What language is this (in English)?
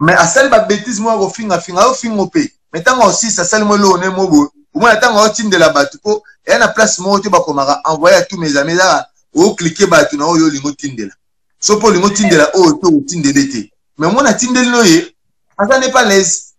Lingala